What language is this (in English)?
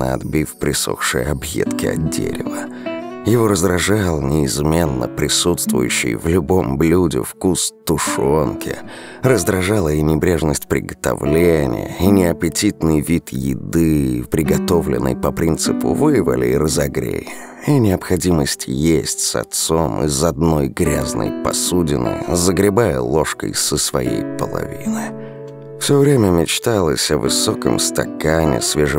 Russian